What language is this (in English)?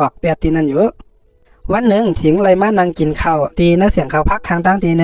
Shan